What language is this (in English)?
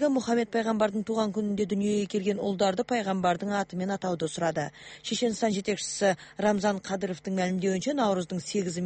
Kyrgyz